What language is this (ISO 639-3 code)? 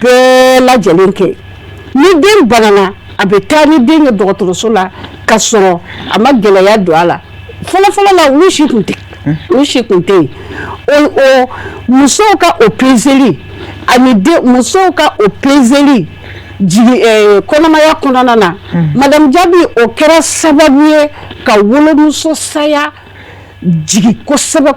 bam